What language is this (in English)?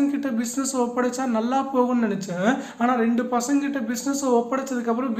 Tamil